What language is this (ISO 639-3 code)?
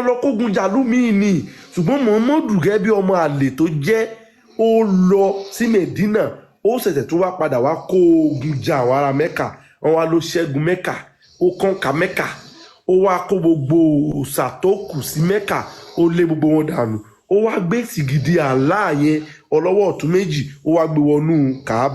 yor